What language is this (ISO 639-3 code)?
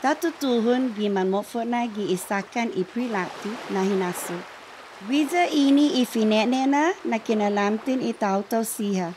cha